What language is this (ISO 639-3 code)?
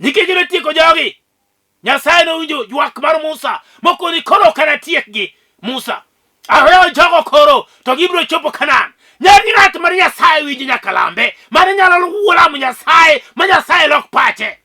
luo